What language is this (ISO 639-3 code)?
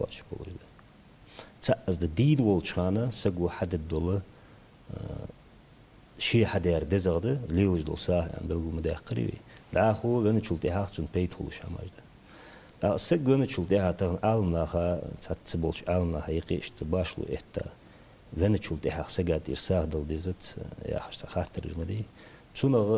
inh